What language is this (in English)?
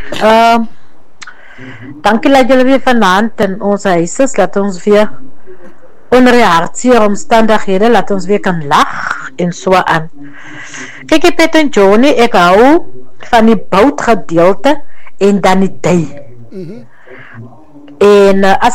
Afrikaans